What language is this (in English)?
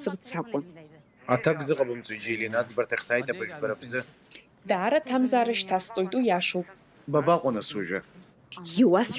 Abkhazian